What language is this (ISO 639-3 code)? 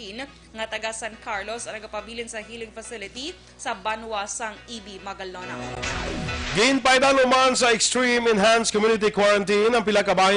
hil